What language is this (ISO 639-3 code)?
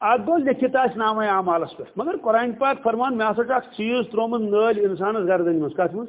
kas